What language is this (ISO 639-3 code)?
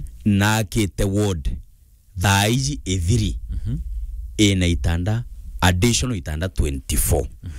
mer